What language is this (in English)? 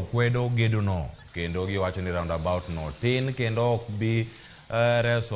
Luo (Kenya and Tanzania)